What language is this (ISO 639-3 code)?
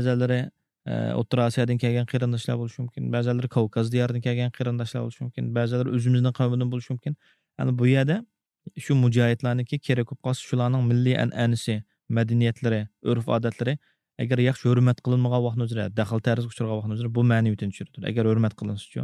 uig